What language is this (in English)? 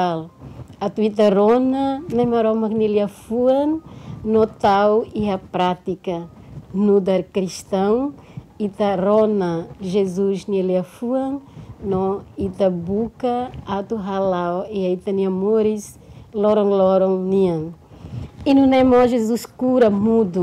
Tetum